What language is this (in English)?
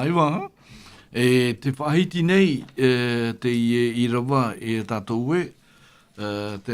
Tahitian